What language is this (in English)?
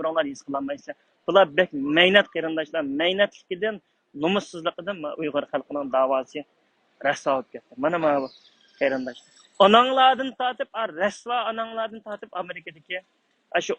Uyghur